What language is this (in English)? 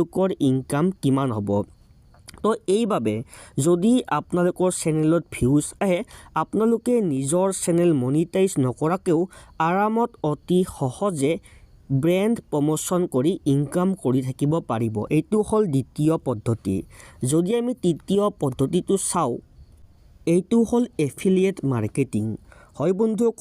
Assamese